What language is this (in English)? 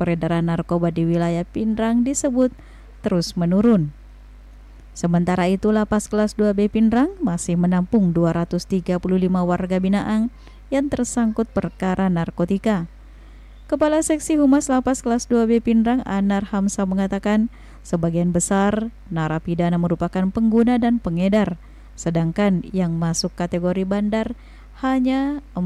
Indonesian